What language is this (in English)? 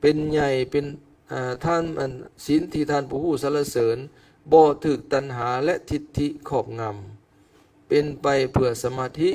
Lao